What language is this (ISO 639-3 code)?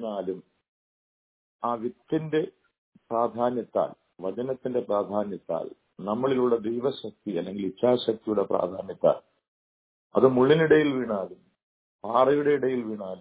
mal